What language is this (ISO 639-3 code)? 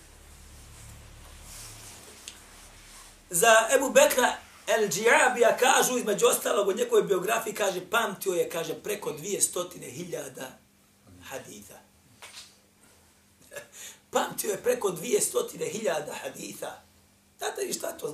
bos